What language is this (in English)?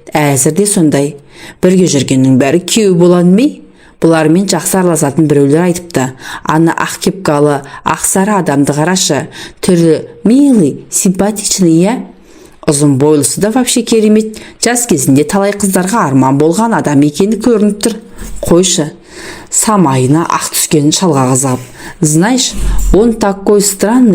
Kazakh